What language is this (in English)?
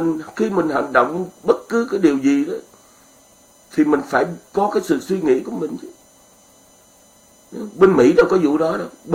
Vietnamese